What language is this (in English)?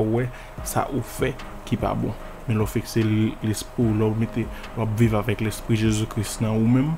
Haitian Creole